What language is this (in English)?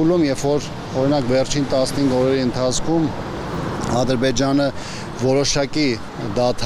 Armenian